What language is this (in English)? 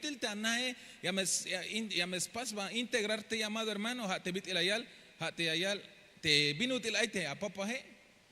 Tzeltal